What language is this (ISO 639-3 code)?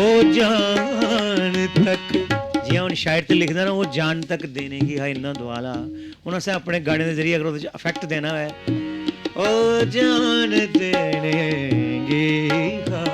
doi